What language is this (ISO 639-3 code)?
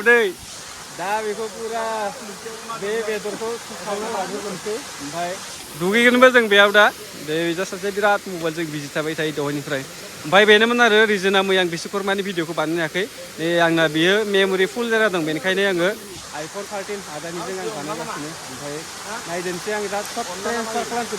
brx